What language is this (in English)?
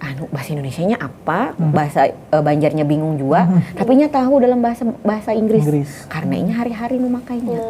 Banjar